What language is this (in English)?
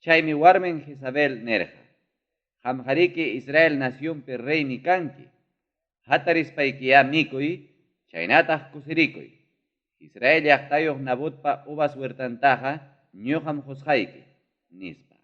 Ayacucho Quechua